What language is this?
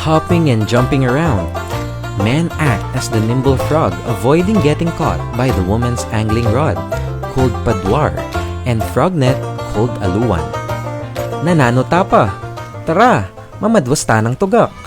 Pampanga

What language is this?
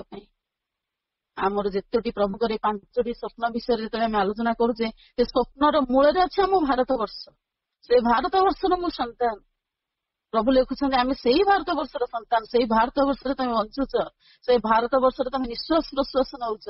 Odia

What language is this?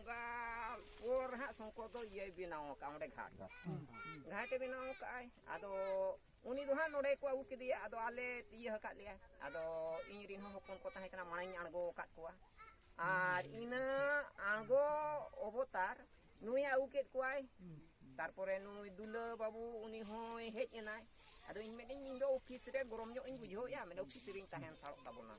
Santali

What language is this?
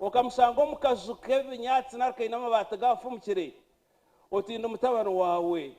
Nyankole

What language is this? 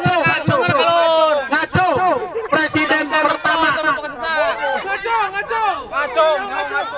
Sundanese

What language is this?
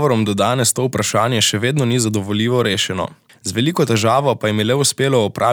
Slovenian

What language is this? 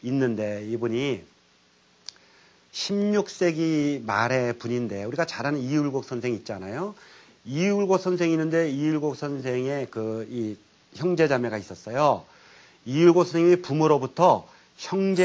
Korean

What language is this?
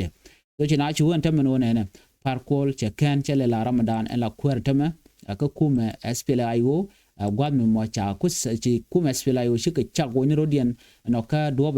Nuer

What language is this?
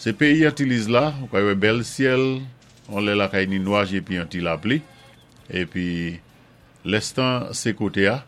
Saint Lucian Creole French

